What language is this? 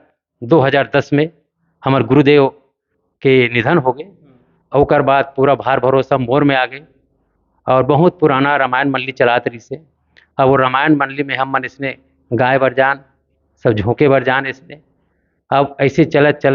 Chhattisgarhi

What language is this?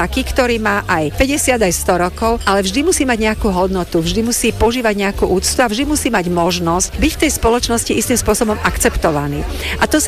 Slovak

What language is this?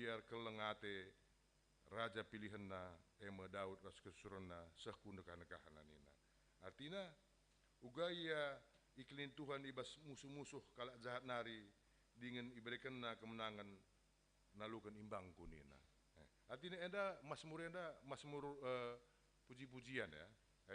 Batak Karo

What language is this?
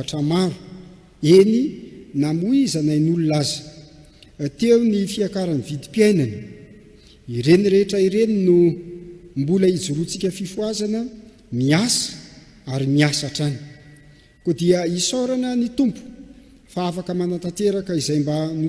Malagasy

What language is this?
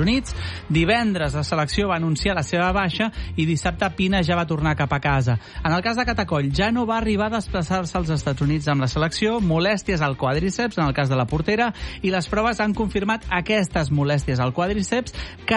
Catalan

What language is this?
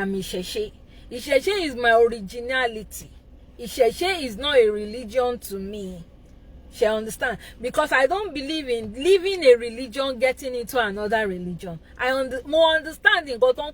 Yoruba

